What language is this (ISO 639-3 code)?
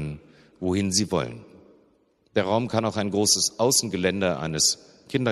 deu